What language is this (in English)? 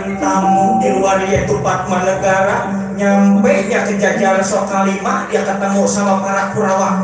Betawi